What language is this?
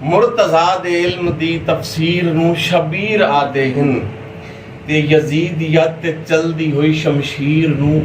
Saraiki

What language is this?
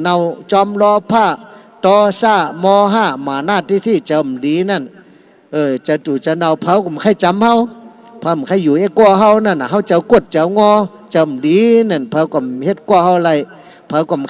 Shan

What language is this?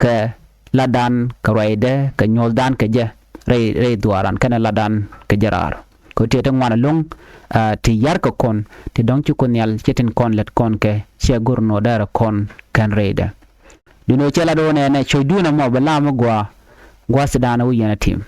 Nuer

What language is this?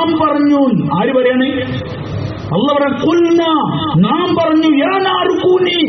Malayalam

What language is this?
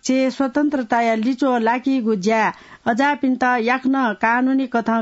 Newari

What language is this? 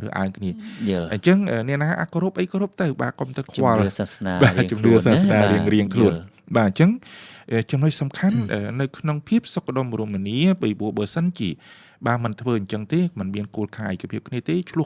Khmer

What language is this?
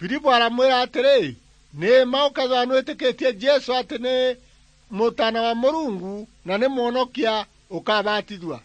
Meru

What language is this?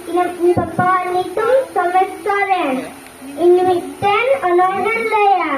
Santali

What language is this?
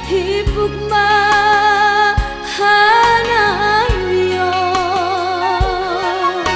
Batak Simalungun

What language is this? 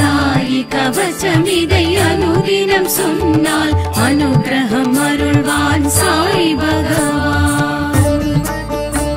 Tamil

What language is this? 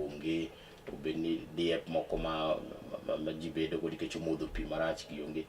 Luo (Kenya and Tanzania)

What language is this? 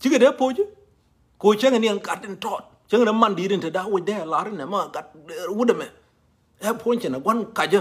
Nuer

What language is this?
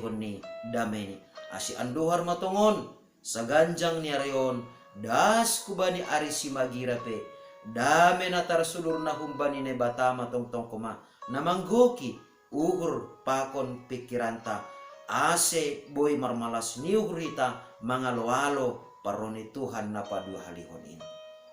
Batak Simalungun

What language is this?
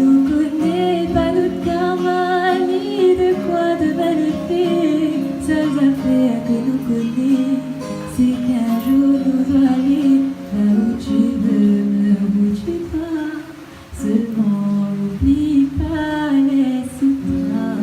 Réunion Creole French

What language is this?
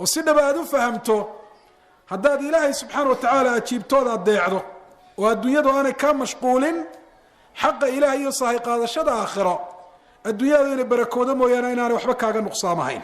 Somali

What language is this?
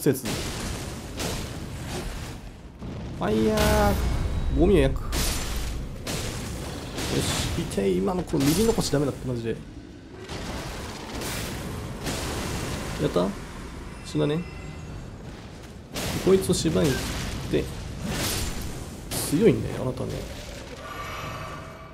Japanese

